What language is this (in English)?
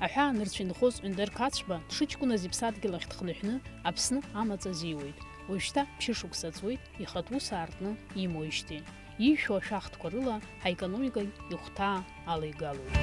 Abkhazian